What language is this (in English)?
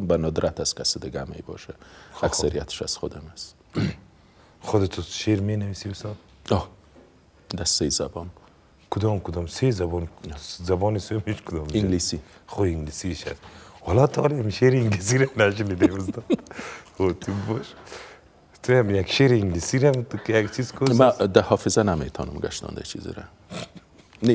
Persian